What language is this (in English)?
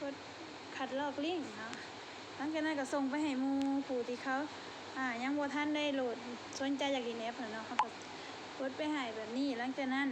Lao